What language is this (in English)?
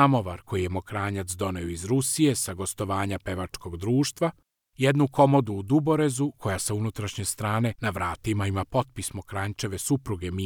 Serbian